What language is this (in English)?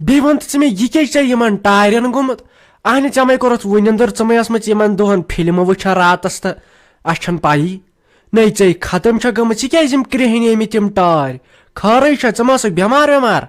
Kashmiri